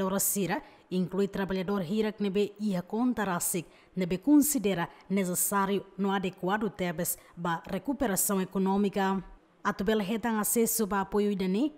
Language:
Tetum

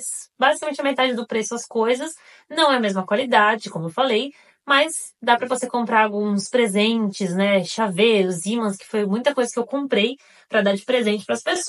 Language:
Portuguese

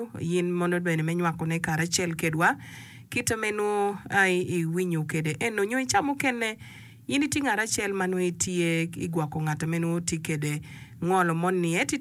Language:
Acoli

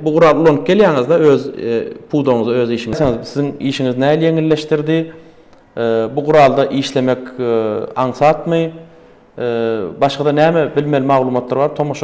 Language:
Turkmen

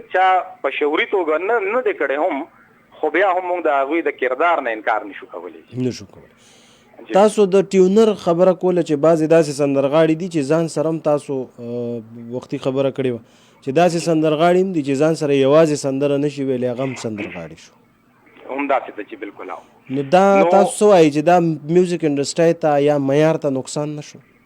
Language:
Pashto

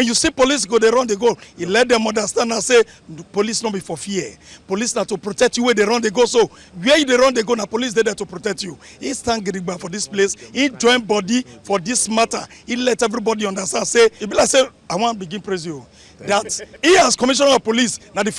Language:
Nigerian Pidgin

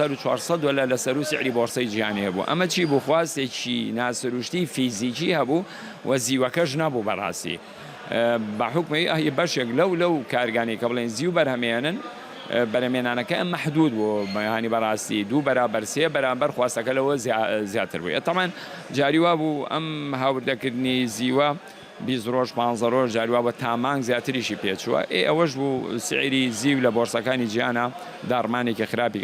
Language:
Central Kurdish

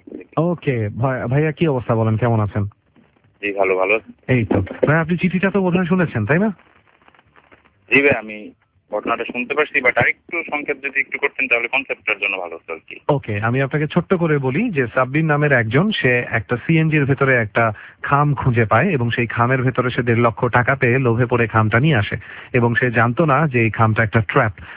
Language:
Bangla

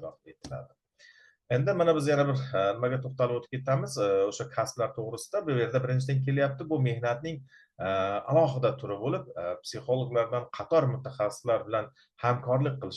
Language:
Uzbek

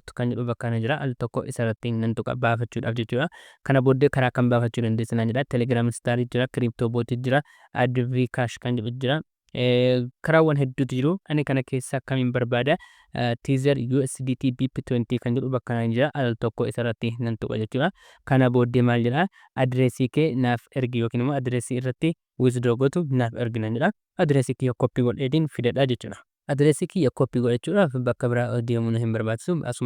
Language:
Oromo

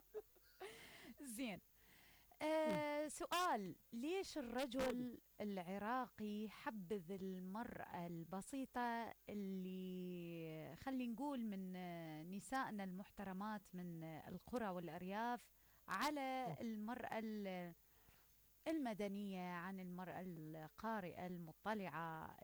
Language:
Mesopotamian Arabic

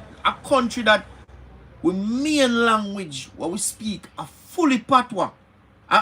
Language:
Jamaican Creole English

